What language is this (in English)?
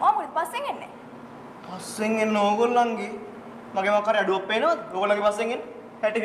Sinhala